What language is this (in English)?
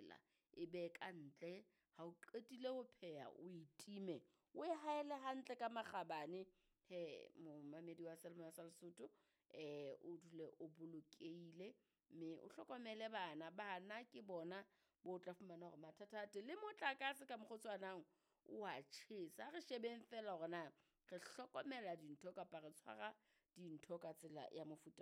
Southern Sotho